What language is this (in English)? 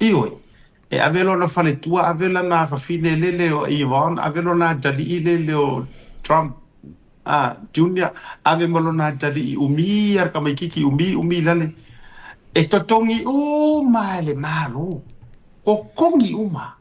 Samoan